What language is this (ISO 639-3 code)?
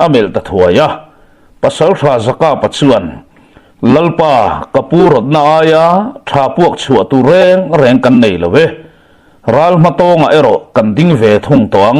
lus